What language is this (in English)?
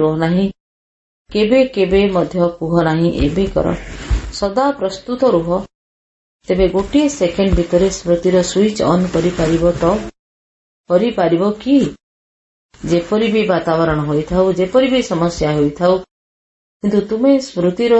Odia